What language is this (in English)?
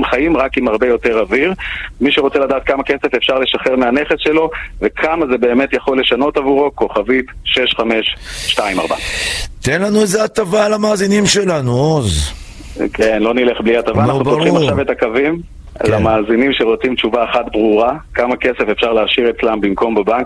Hebrew